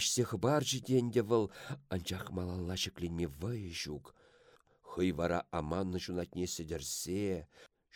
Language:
Chuvash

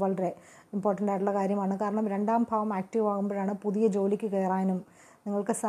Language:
Malayalam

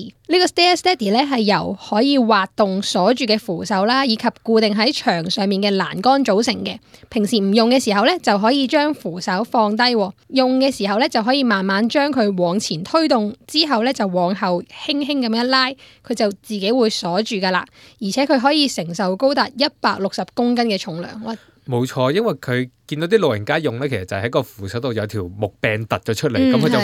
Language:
Cantonese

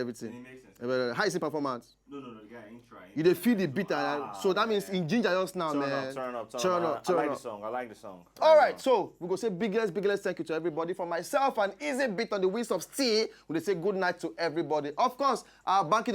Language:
Nigerian Pidgin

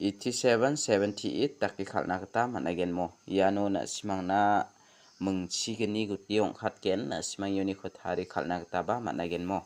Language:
Garo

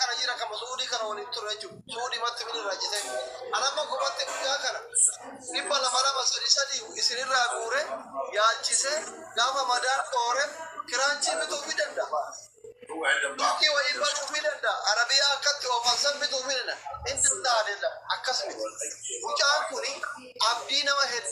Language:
Oromo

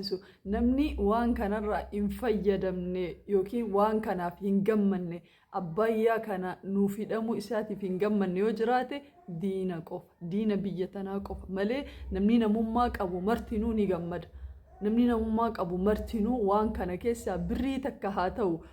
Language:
Oromo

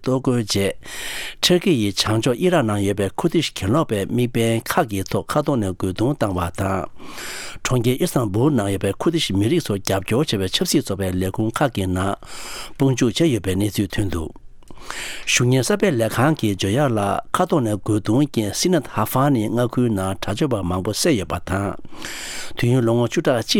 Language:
Tibetan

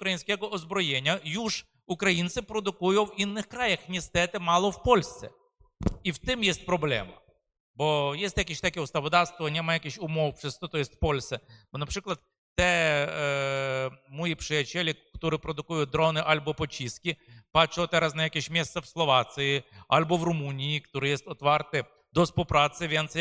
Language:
Polish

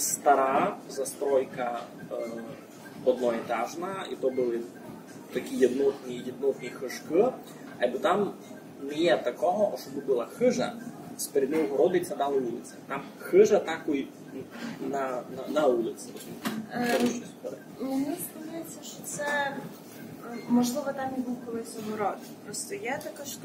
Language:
Rusyn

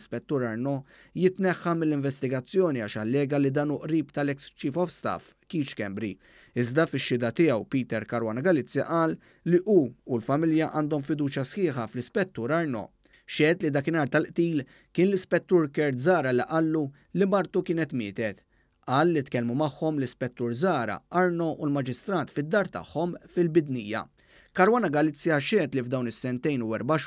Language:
Maltese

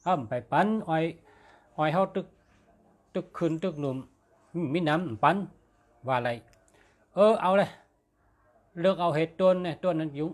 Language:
Shan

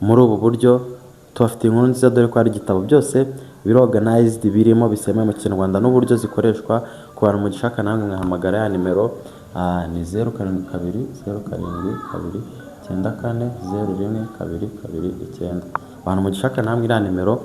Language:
Kinyarwanda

